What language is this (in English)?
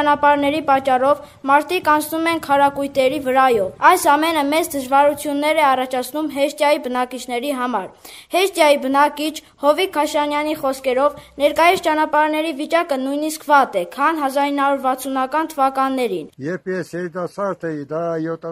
Armenian